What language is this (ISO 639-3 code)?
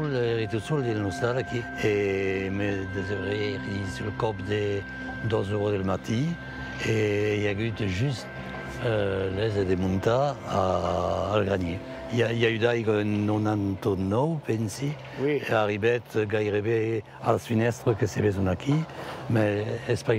oci